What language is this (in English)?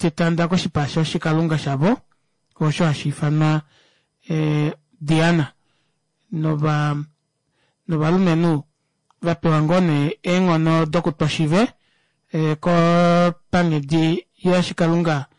Kuanyama